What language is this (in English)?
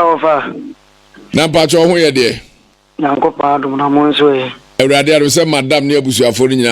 Akan